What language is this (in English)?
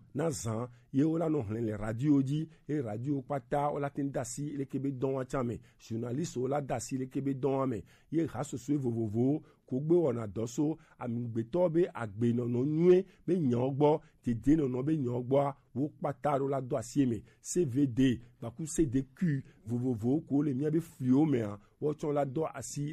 Gen